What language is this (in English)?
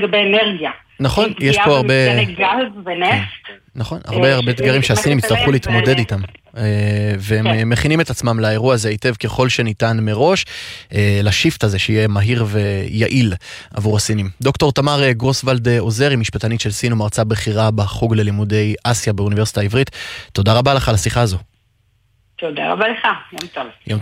Hebrew